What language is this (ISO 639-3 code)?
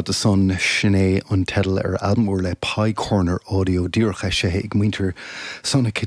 gle